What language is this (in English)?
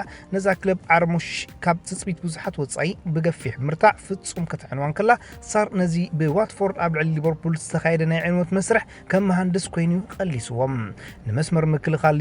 Tigrinya